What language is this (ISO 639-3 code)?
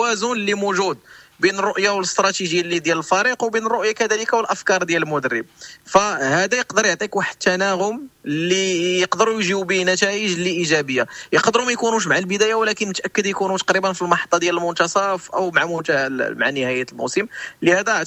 ary